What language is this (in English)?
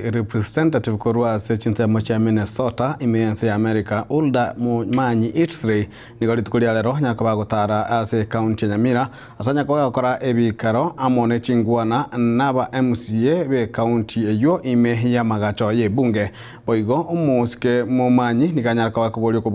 Gusii